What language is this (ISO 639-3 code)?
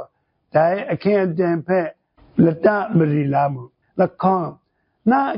kac